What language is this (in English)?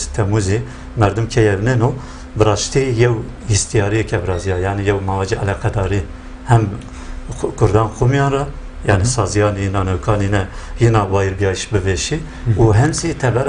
Kurdish